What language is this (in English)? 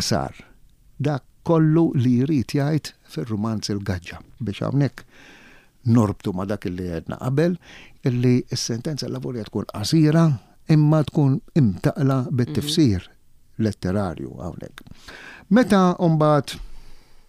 Maltese